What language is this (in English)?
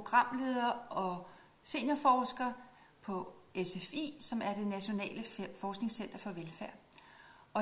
Danish